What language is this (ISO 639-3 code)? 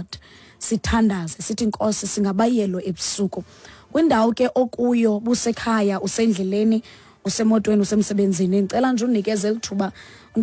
xho